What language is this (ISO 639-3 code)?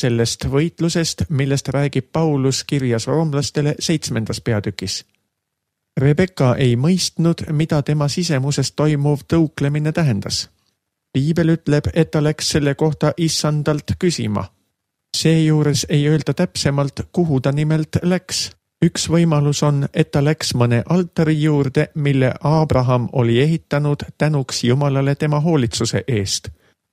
est